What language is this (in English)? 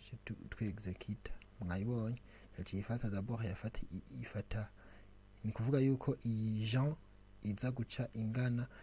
Rundi